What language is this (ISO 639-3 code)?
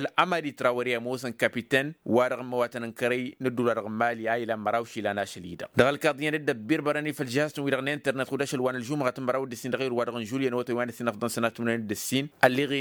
taq